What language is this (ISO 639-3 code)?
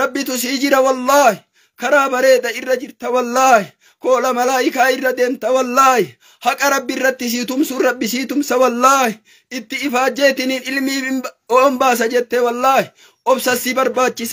orm